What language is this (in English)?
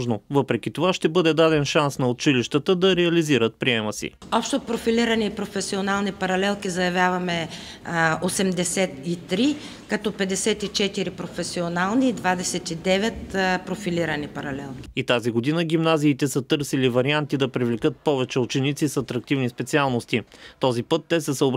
Bulgarian